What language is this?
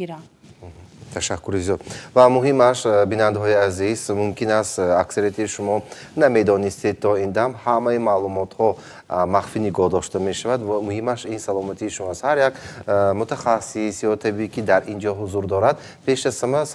Tajik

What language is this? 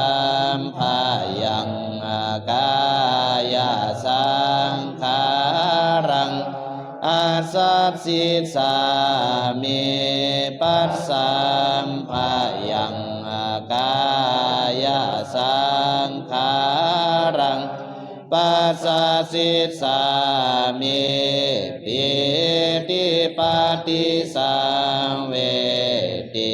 Pali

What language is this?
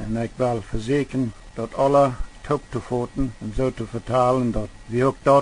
Plautdietsch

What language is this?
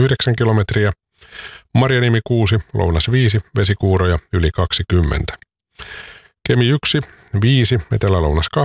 Finnish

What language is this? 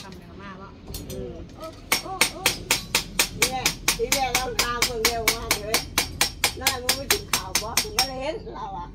Northeastern Thai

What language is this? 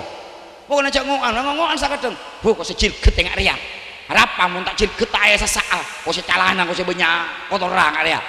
Madurese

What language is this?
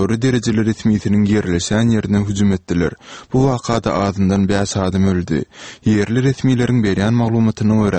Turkmen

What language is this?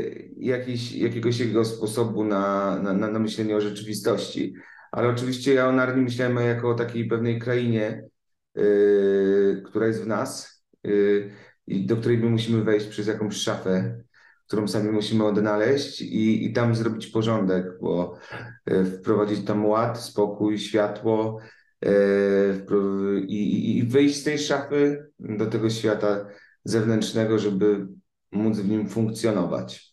Polish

